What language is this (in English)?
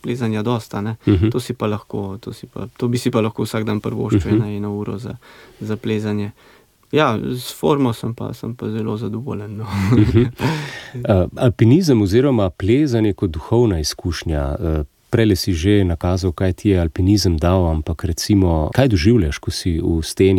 Slovenian